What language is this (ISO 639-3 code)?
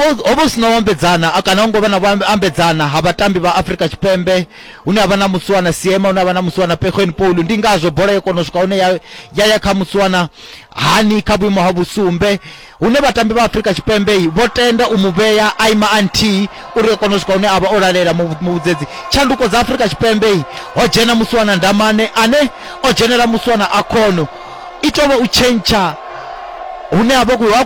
ven